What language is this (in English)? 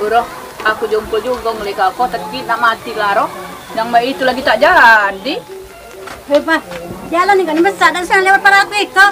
Musi